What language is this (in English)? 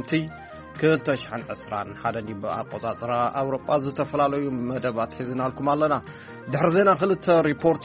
Tigrinya